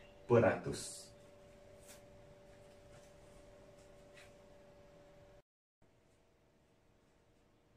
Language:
Malay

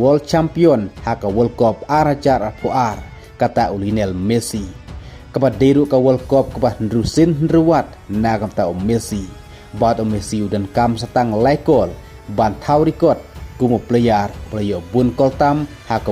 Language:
Khasi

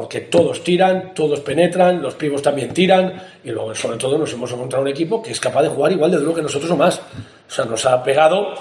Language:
Spanish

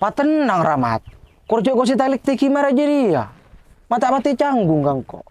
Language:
Madurese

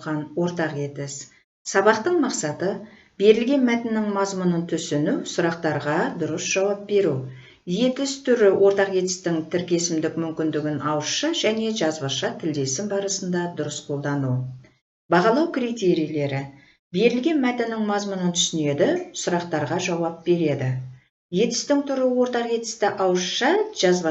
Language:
Kazakh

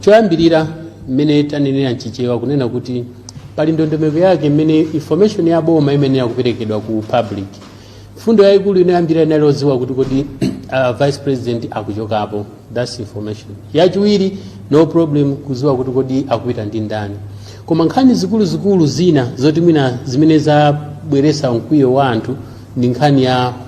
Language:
Nyanja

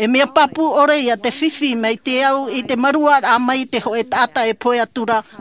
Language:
Tahitian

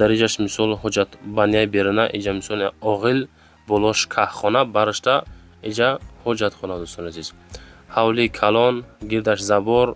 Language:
Tajik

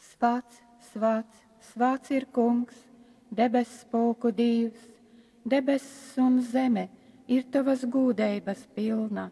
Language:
Latgalian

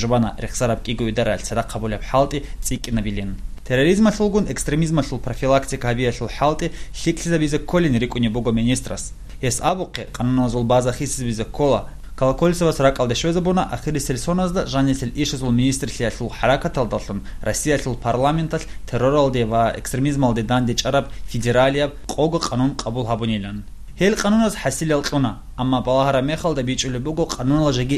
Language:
Avaric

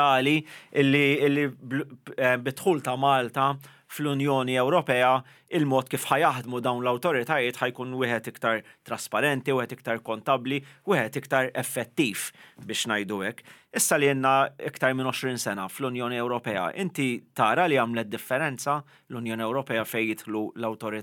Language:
Maltese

